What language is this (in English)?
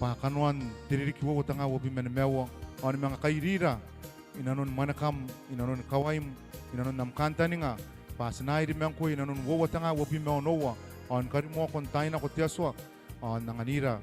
Gilbertese